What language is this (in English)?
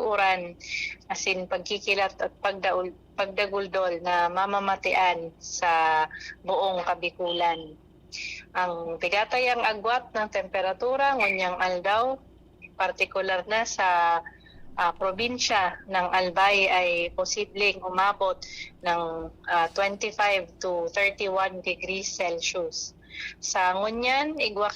Bikol